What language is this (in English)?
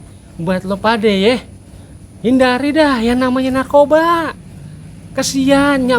Betawi